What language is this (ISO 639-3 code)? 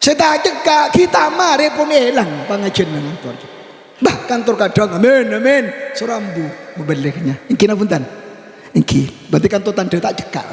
mad